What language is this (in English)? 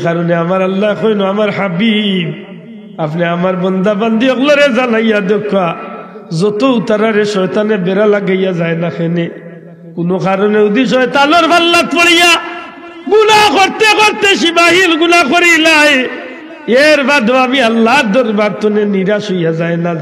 Sylheti